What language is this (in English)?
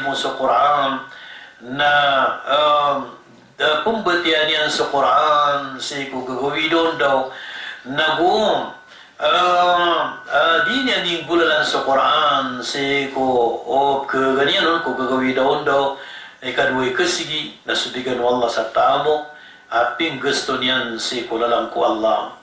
Maranao